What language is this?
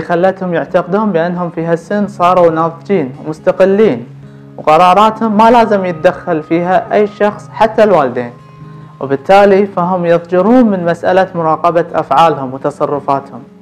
Arabic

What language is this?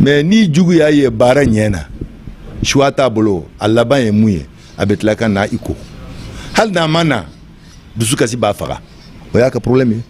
Bambara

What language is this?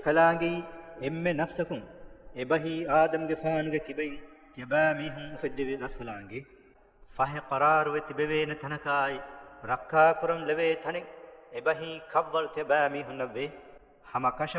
Divehi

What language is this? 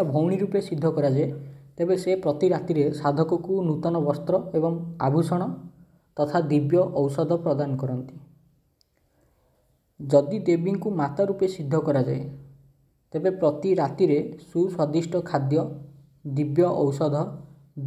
Odia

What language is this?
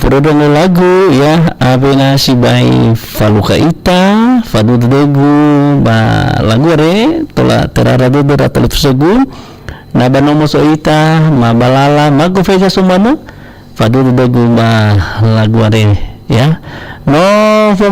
Nias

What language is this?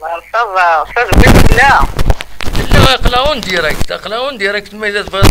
Kabyle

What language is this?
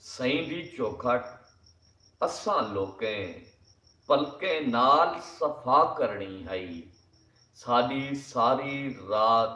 Saraiki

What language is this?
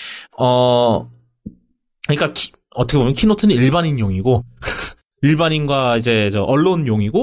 Korean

